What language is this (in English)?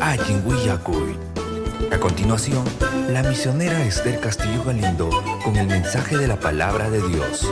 Ayacucho Quechua